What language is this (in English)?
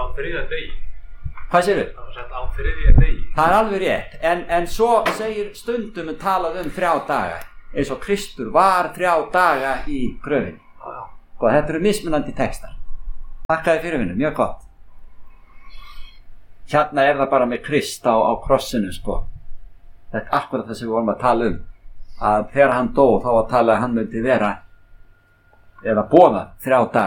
Icelandic